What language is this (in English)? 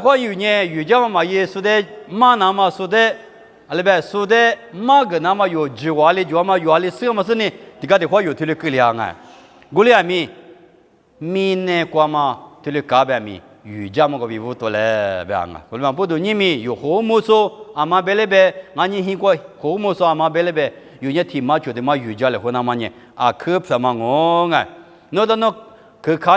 Lisu